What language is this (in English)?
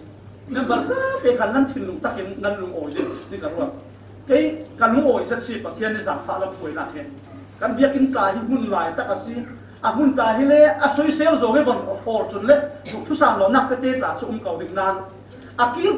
Falam Chin